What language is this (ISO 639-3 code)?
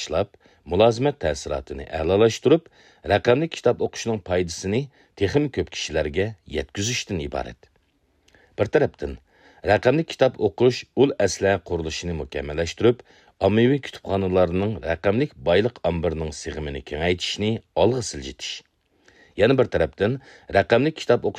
uig